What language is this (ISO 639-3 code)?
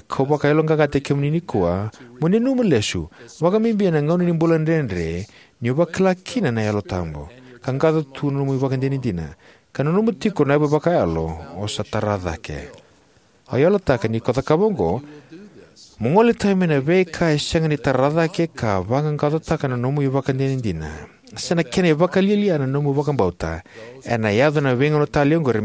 fij